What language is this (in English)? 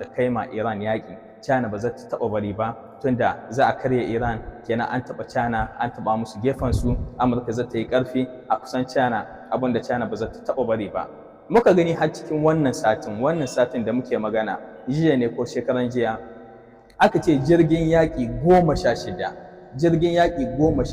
Hausa